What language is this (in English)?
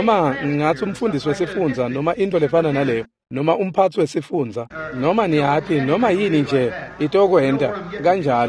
Swati